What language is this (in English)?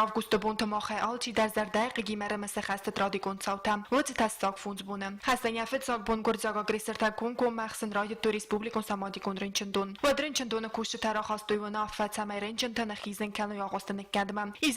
Ossetic